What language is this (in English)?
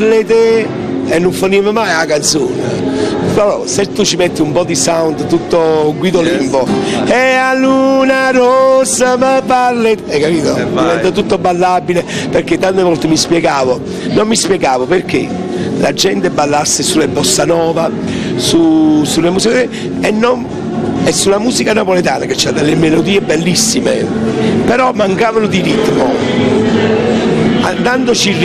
Italian